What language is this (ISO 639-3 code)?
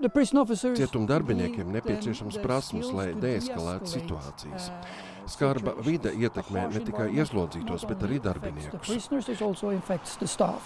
lav